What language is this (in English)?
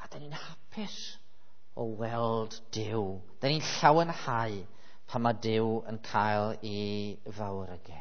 Welsh